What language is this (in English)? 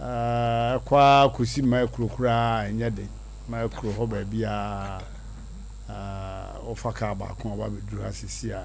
Akan